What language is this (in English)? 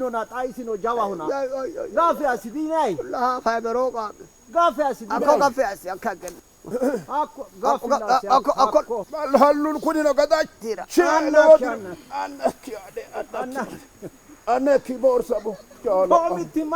Sidamo